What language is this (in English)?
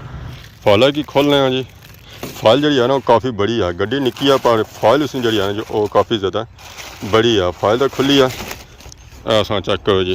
Pahari-Potwari